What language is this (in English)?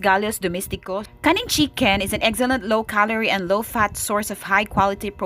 Cebuano